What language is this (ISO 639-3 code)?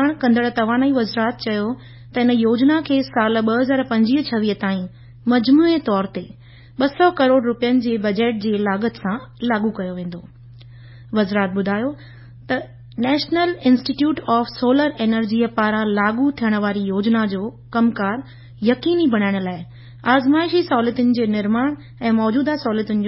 snd